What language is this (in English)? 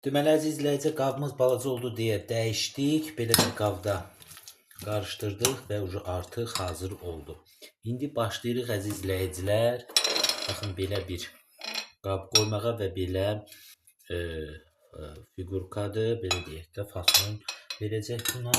Azerbaijani